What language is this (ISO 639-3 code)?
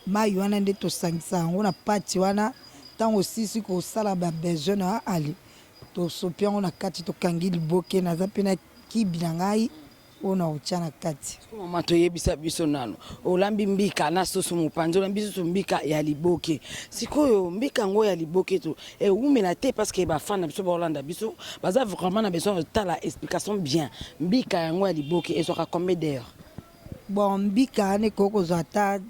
lin